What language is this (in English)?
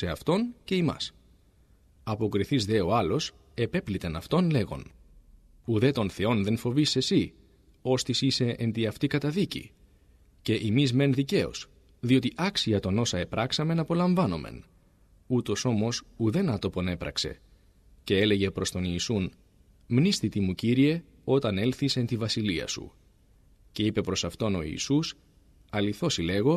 Greek